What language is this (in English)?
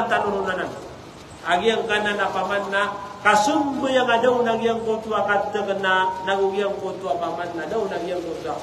Maranao